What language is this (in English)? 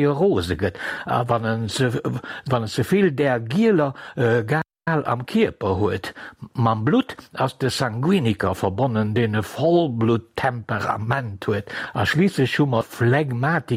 Luxembourgish